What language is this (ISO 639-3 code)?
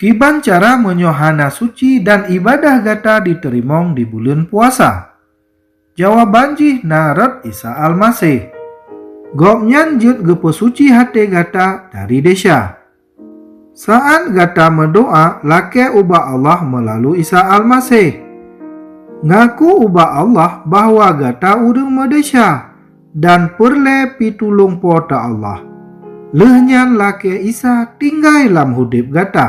ace